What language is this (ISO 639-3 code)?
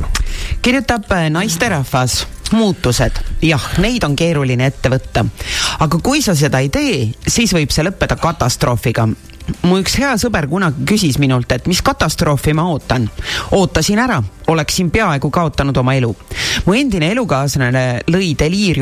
est